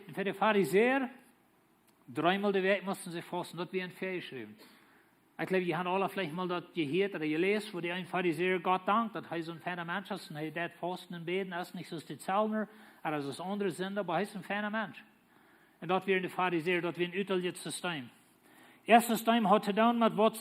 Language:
Plautdietsch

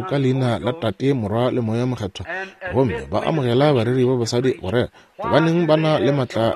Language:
Northern Sotho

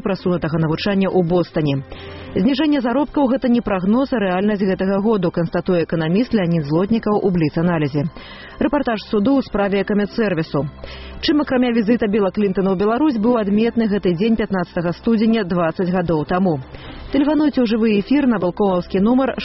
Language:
Belarusian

